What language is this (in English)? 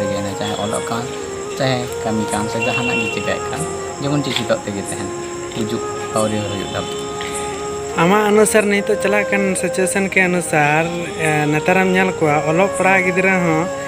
Santali